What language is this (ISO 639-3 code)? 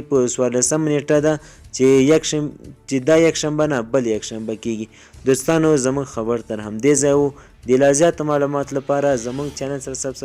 pus